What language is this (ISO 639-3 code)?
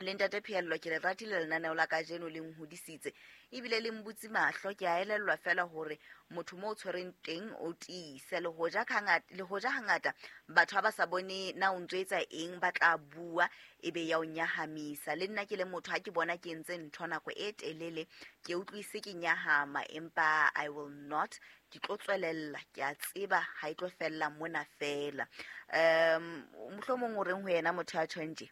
sot